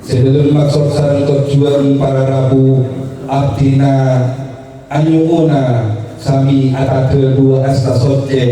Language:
Madurese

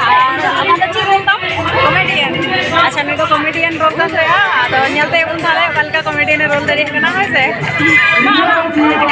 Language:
Santali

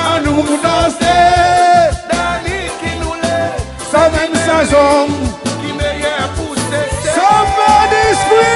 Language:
Seselwa Creole French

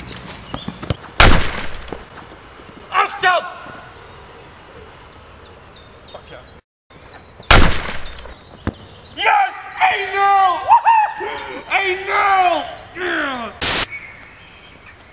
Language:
Dutch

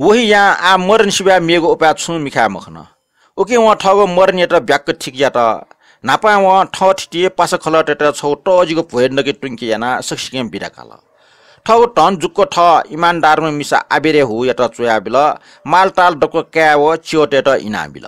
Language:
Newari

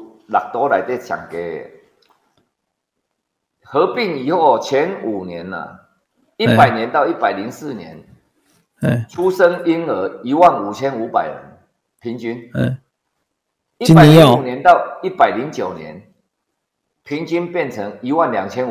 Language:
Chinese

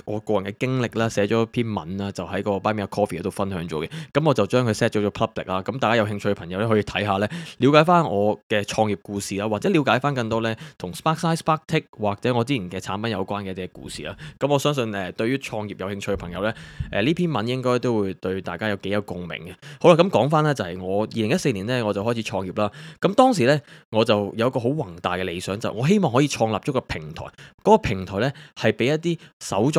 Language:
Cantonese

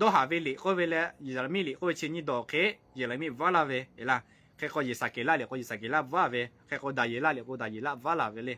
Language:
Lahu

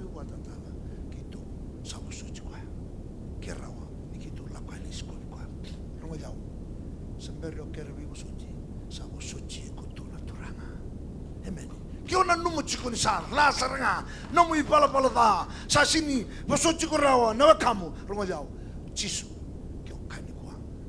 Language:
Fijian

